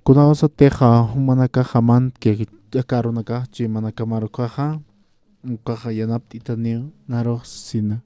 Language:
Aymara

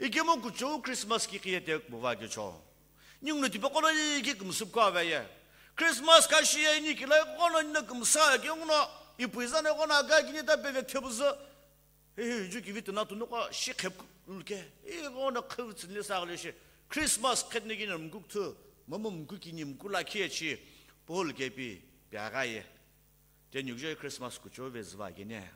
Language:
Sumi Naga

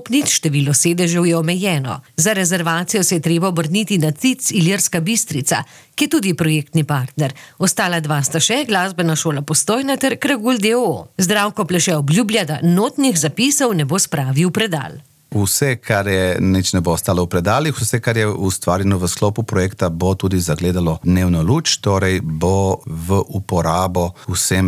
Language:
Slovenian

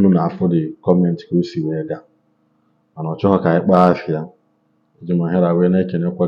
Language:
Igbo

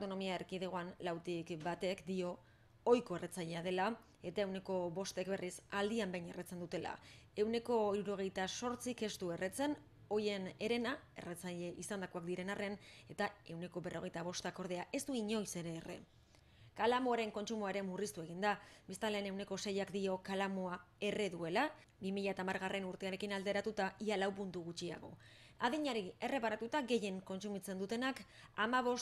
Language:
Basque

